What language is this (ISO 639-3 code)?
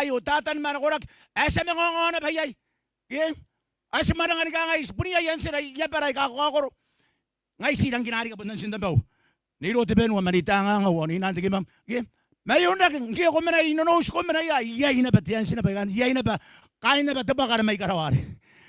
gil